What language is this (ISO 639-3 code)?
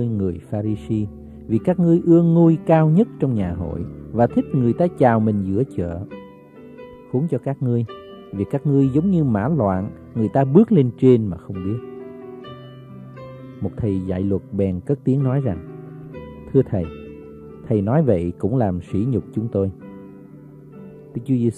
vie